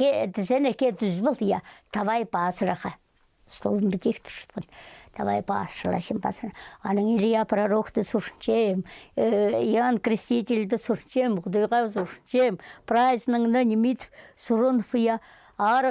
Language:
Khakas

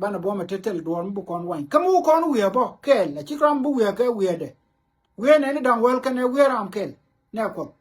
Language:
Nuer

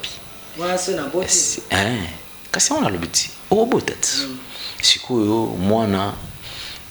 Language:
Lingala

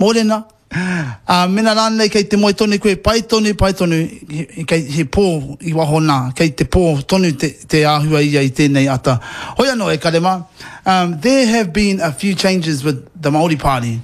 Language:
Māori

